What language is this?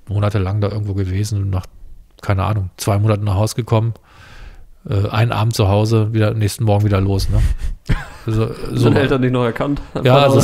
German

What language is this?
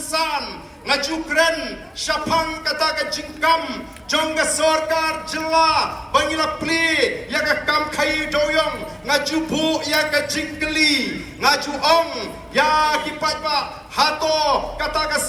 Khasi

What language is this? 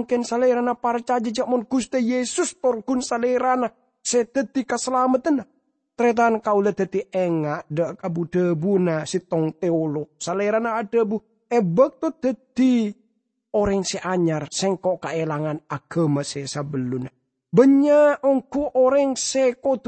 Madurese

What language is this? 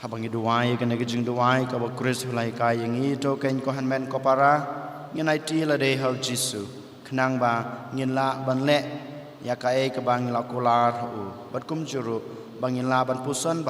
Khasi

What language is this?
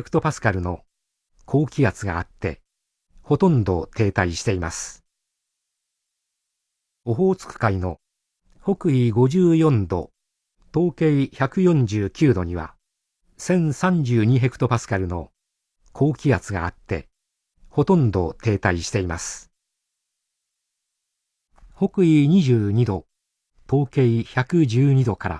Japanese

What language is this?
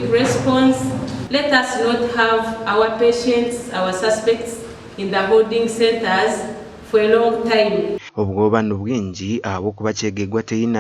Nyankole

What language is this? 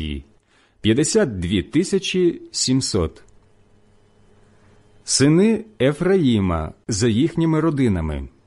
Ukrainian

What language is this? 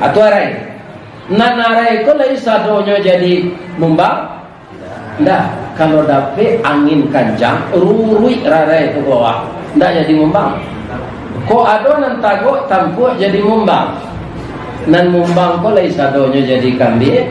Minangkabau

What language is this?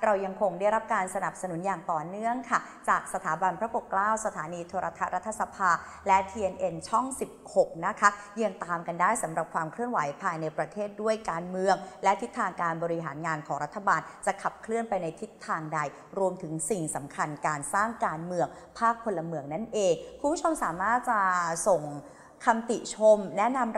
Thai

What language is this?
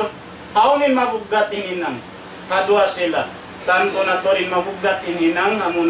Tausug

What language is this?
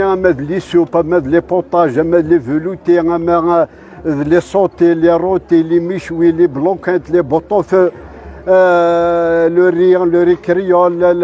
Kabyle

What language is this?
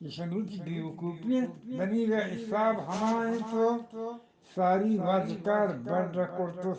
Eastern Balochi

